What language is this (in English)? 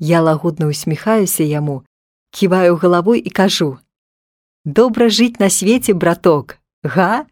Belarusian